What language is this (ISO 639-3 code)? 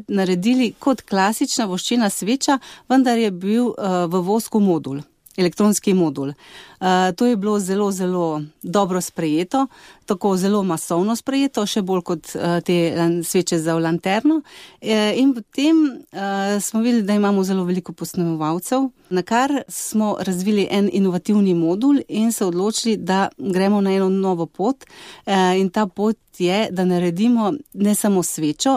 slv